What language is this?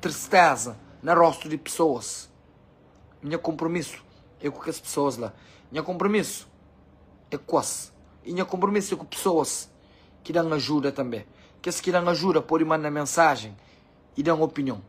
Kabuverdianu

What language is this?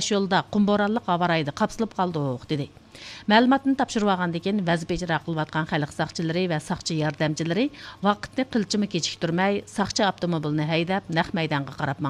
Uyghur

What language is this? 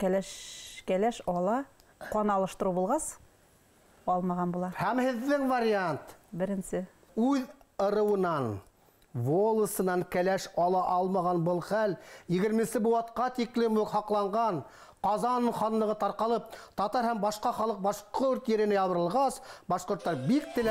Bashkir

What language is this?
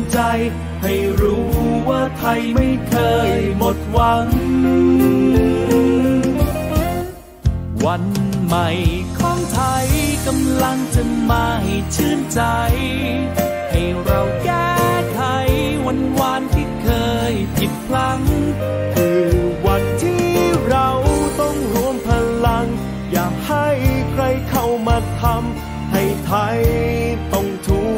Thai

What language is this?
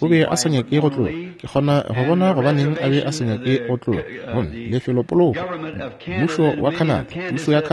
Northern Sotho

